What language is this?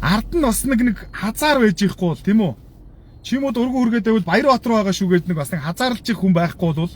Mongolian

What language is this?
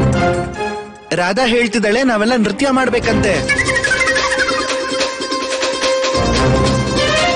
Kannada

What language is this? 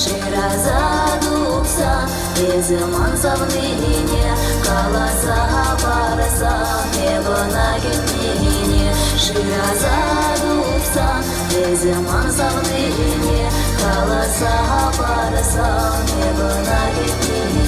Chuvash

